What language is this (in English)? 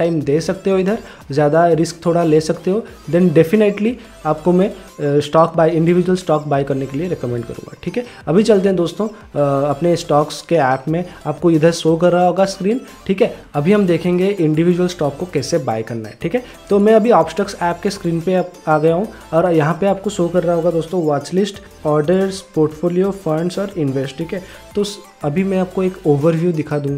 Hindi